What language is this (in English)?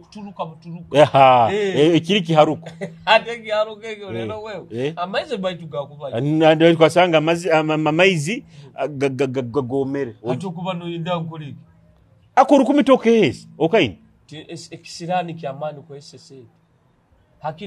Nyoro